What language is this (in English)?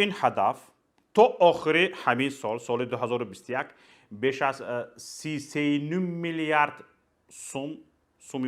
Tajik